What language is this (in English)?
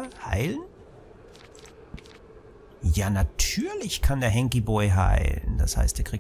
German